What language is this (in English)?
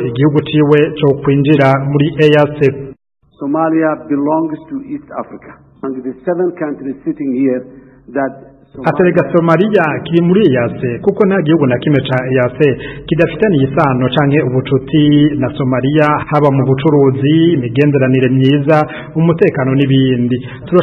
Rundi